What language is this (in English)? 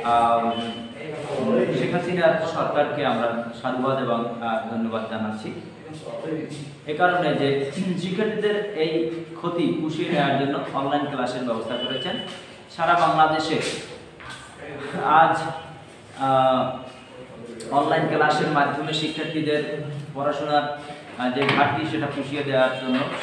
Bangla